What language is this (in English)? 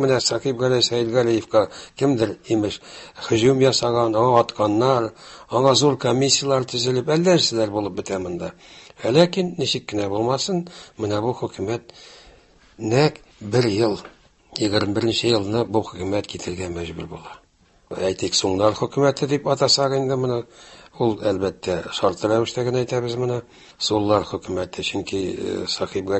Tatar